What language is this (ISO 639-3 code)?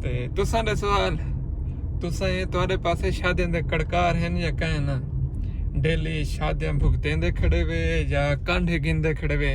skr